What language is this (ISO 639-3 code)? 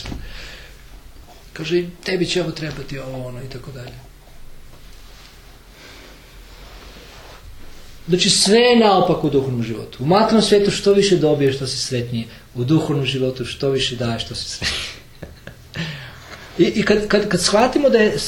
hrv